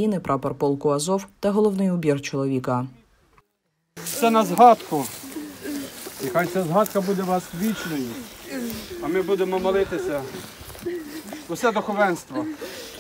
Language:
Ukrainian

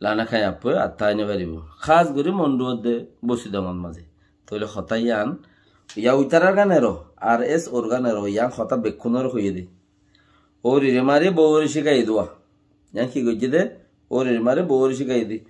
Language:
Rohingya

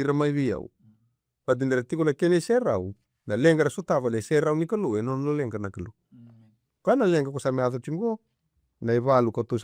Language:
Fijian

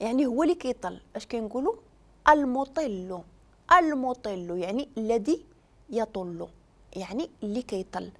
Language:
Moroccan Arabic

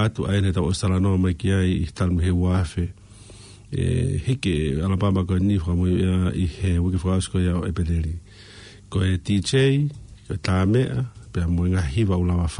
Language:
Tongan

